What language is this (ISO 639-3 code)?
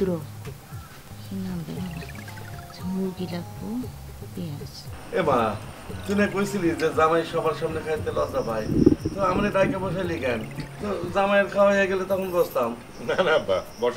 ben